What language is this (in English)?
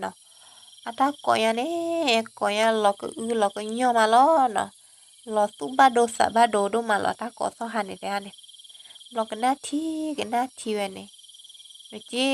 S'gaw Karen